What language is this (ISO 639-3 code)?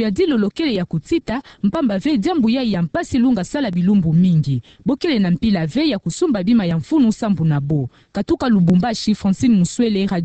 ktu